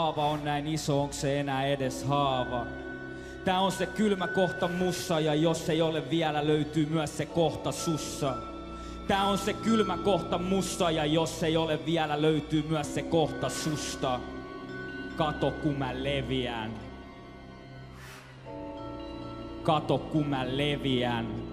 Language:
Finnish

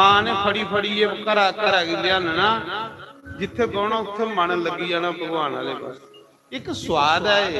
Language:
Dogri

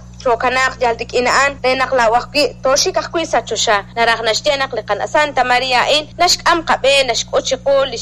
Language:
Kekchí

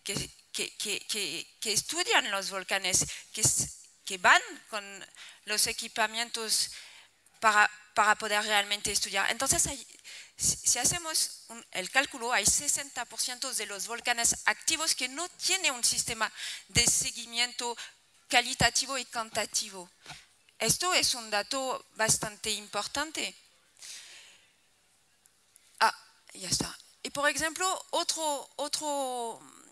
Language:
Spanish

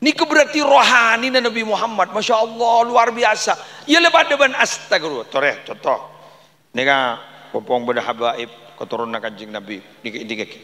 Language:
Madurese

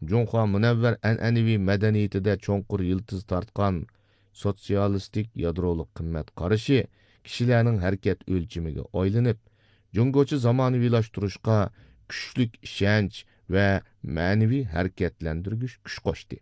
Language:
Uyghur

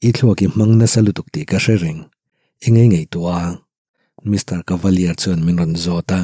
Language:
Mizo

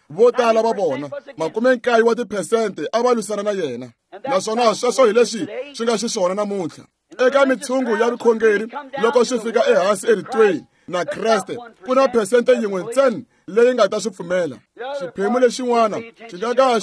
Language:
Tsonga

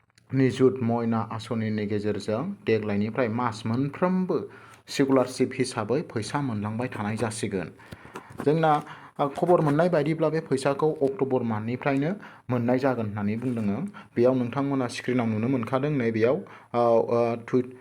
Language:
Bodo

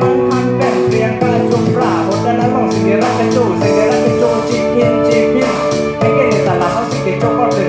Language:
Karbi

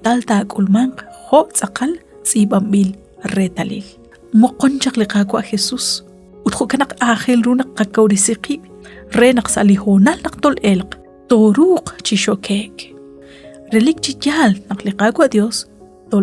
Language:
Kekchí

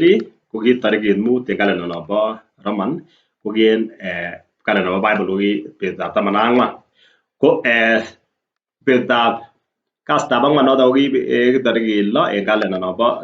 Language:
Kalenjin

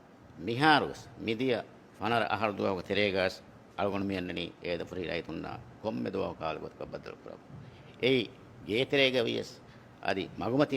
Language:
Divehi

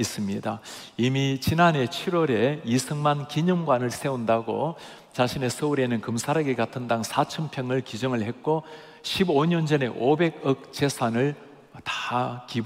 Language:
Korean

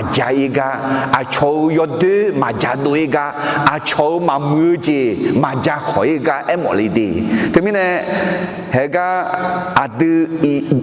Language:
Akha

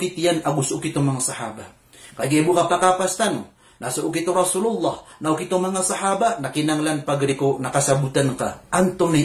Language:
Maranao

